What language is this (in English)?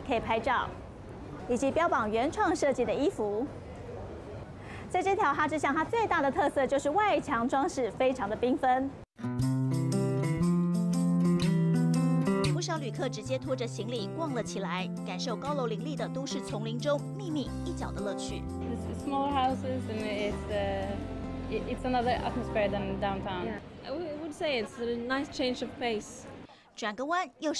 Chinese